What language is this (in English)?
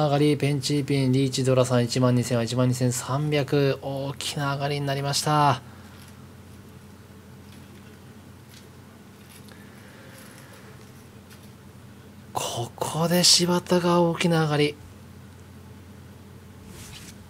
Japanese